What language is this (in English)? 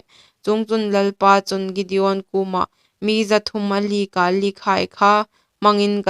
Hmar